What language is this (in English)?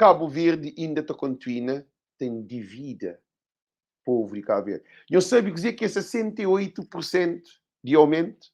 Kabuverdianu